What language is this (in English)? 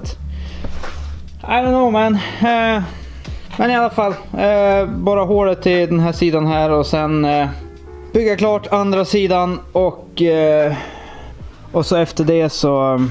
Swedish